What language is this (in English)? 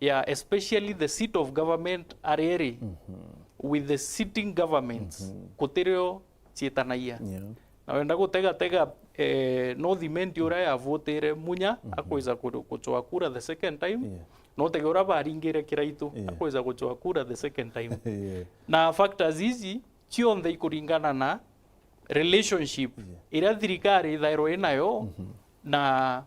Meru